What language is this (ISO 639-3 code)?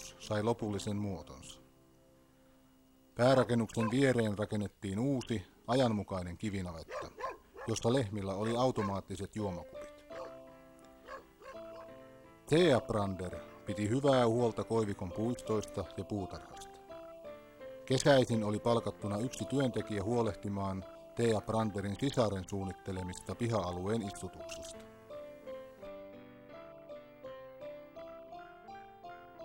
fin